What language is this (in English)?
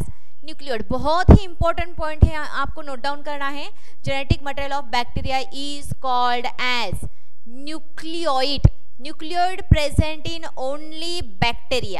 Hindi